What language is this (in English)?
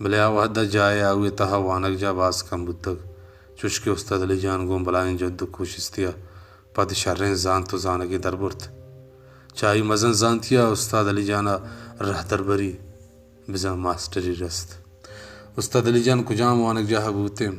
Baluchi